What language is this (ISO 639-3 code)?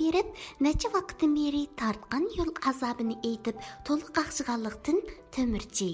uig